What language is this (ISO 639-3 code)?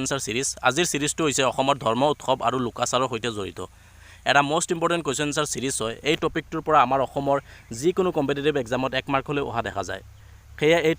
asm